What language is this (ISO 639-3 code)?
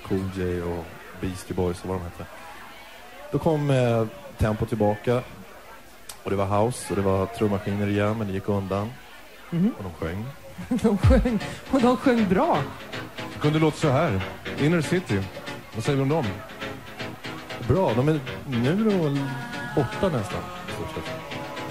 swe